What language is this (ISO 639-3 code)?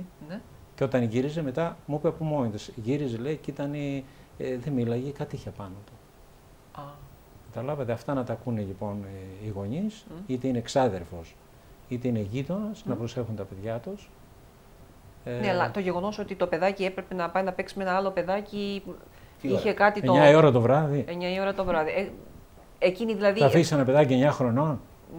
ell